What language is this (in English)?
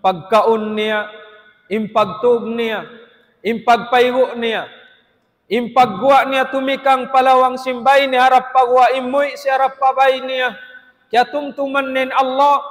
Tausug